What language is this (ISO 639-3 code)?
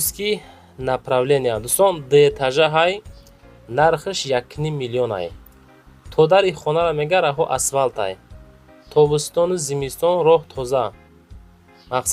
tgk